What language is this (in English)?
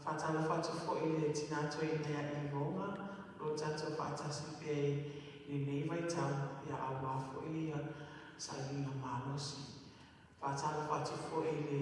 Samoan